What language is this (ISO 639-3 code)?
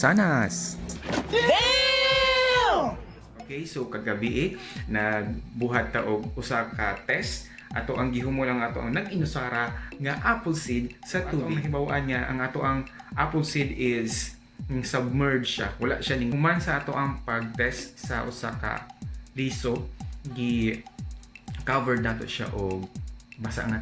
ceb